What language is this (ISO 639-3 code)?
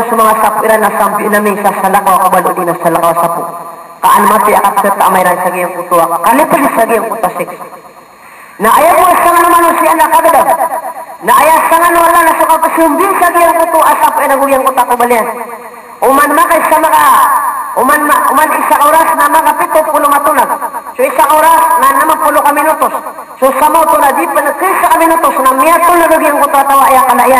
mrw